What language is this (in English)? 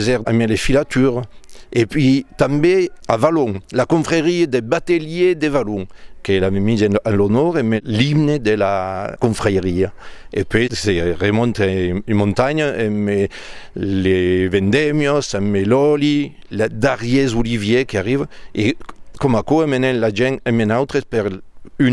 Occitan